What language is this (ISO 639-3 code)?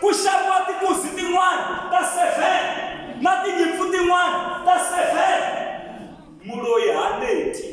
tso